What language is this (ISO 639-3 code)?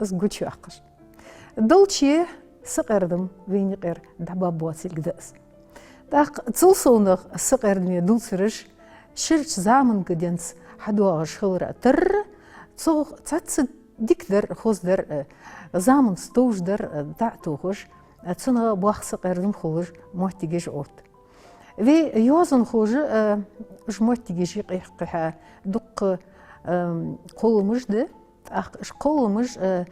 inh